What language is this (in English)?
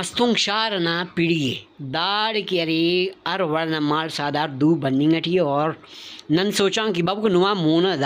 Brahui